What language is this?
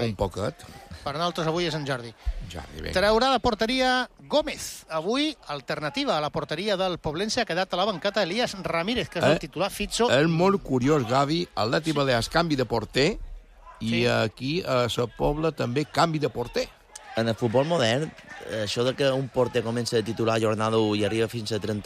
Catalan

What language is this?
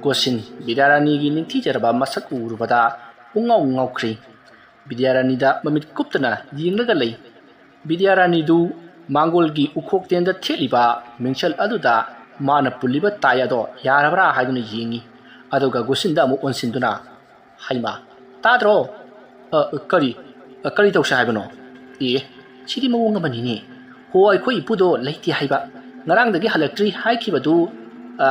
Manipuri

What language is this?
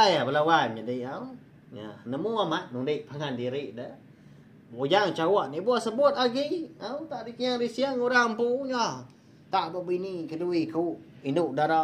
Iban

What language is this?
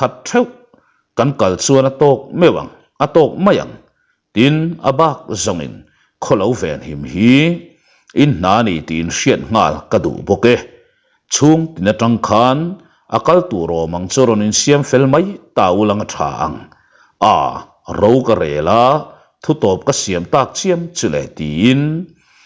Mizo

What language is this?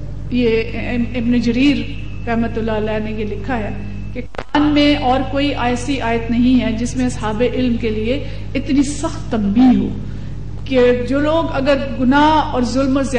Urdu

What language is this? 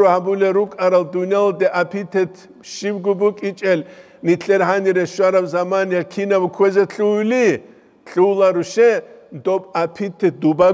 Avaric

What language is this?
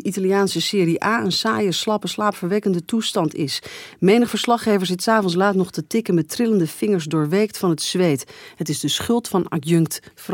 Dutch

